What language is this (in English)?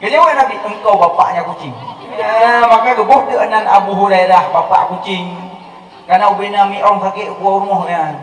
Achinese